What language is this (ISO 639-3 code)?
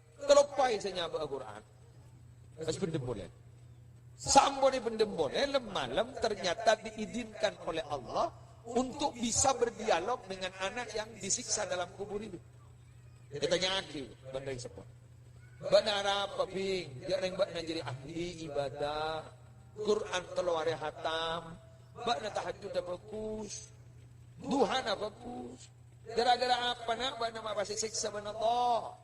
mad